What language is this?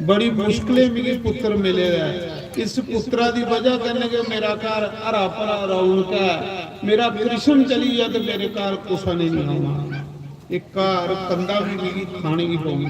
Dogri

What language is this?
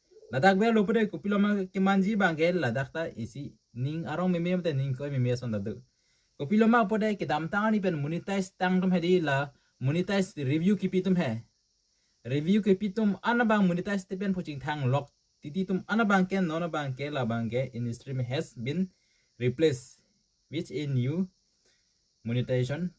Karbi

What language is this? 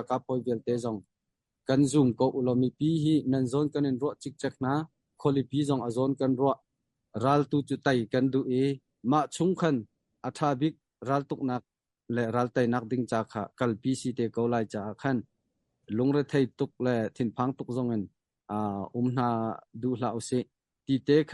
Hakha Chin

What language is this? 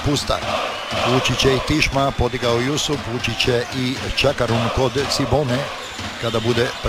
Croatian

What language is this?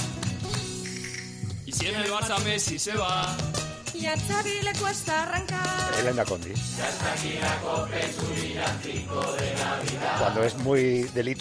Spanish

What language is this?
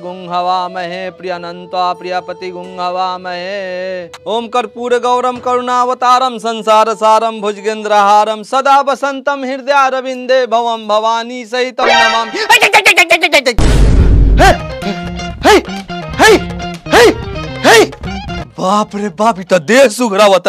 Bhojpuri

